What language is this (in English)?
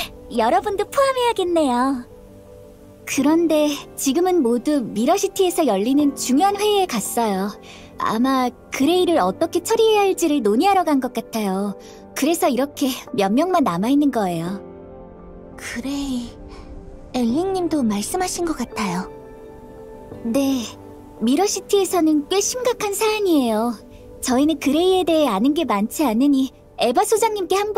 Korean